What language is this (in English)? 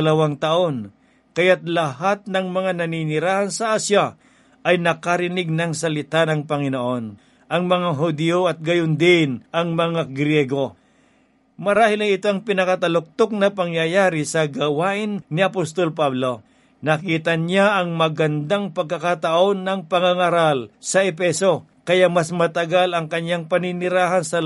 Filipino